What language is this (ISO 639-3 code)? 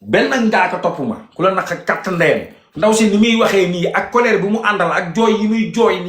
wol